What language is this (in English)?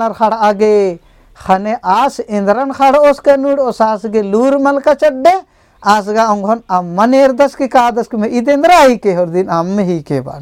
Kurukh